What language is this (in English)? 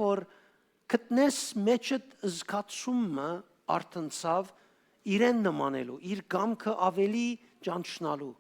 Western Armenian